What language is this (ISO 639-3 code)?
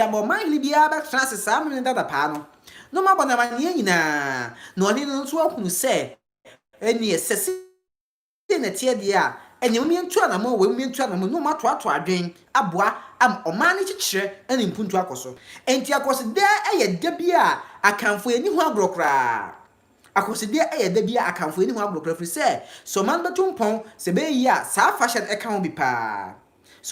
aka